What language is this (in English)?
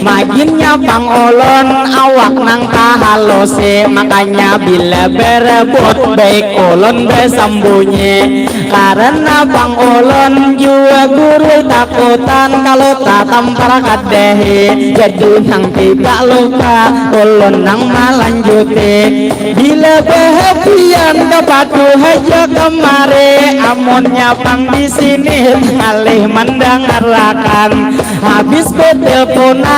Banjar